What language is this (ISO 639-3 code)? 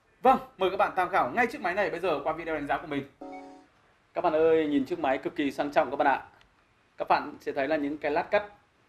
vie